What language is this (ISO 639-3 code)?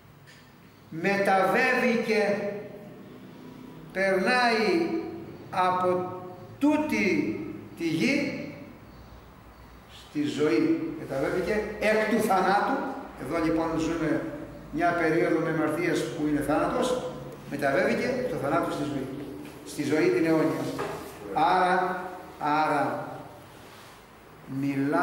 ell